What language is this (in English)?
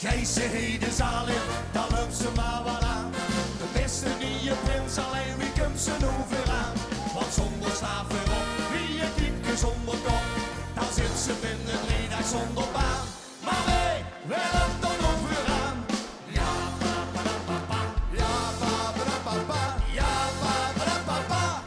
Limburgish